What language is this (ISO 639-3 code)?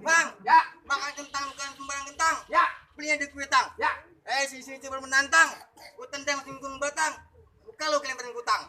bew